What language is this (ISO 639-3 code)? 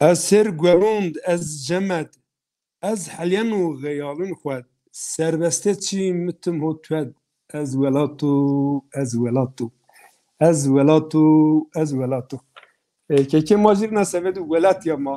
zza